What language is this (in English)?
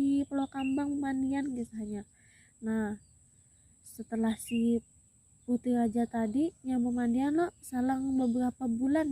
Banjar